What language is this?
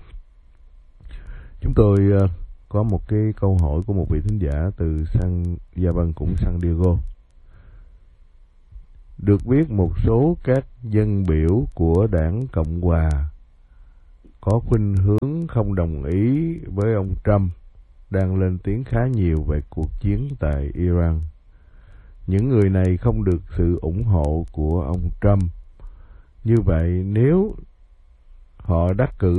Vietnamese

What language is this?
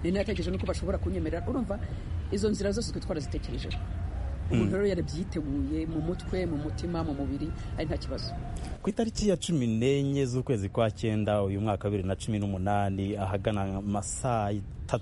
Kinyarwanda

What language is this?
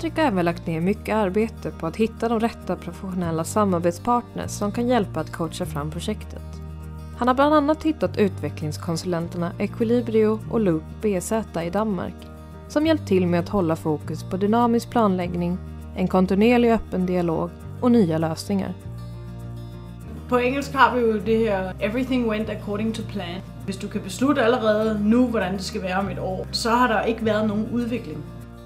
Swedish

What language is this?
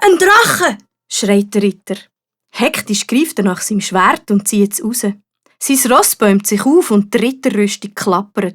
Swiss German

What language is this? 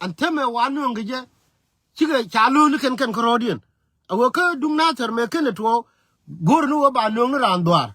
Nuer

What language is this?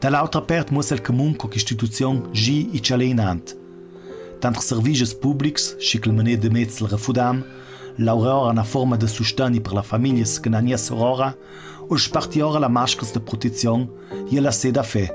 Ladin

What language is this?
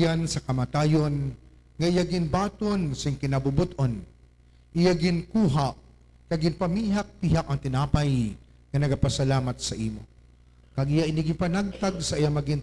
Hiligaynon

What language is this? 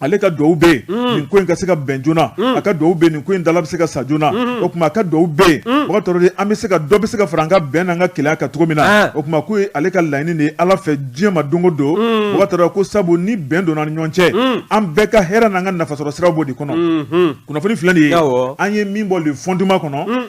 Bambara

